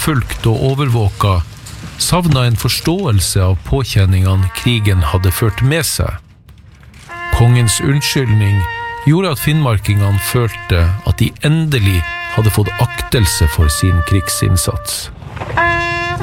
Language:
Norwegian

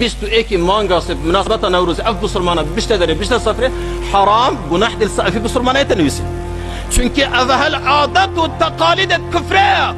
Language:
Kurdish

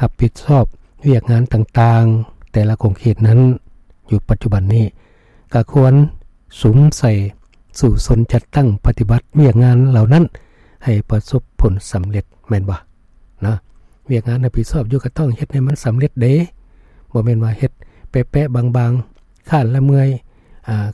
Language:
Lao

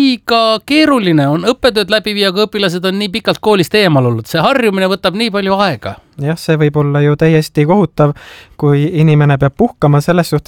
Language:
Estonian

